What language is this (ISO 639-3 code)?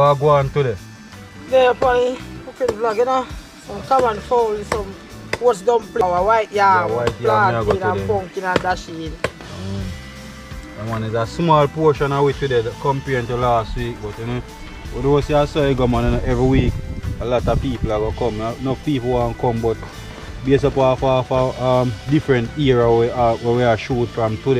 jam